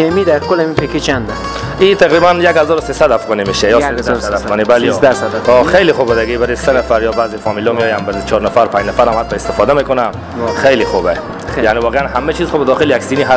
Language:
Persian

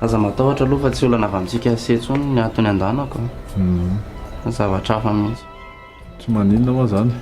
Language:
Malagasy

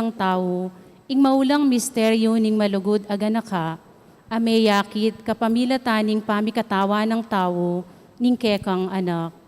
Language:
Pampanga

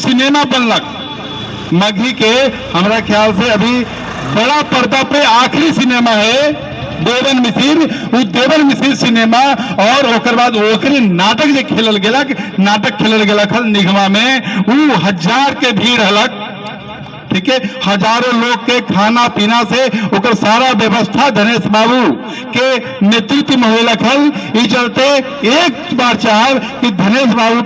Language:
Magahi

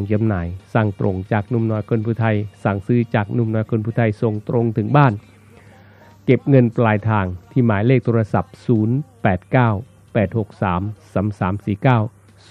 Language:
Thai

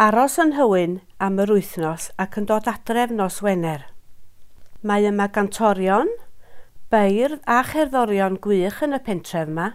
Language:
Welsh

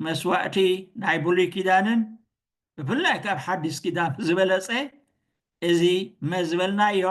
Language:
Tigrinya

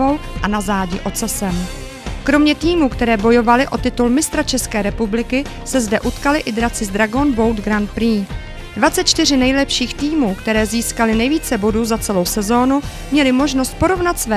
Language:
Czech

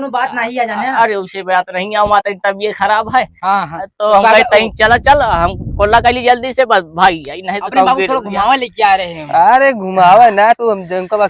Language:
Awadhi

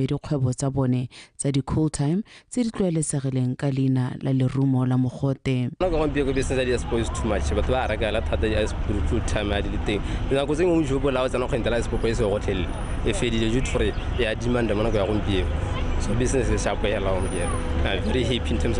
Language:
Tswana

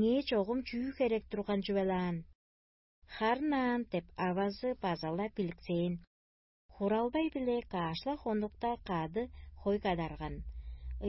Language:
Tuvinian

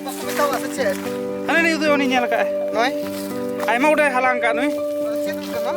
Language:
Santali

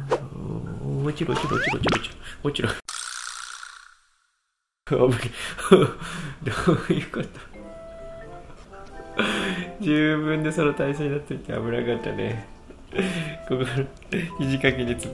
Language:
Japanese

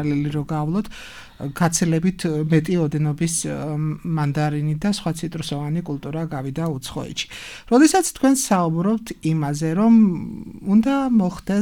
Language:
Georgian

